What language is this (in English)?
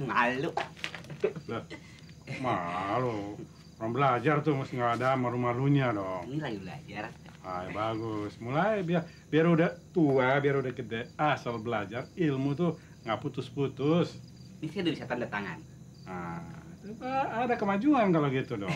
Betawi